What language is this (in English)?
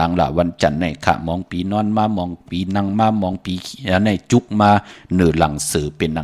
Shan